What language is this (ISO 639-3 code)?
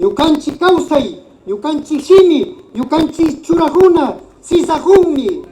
qvi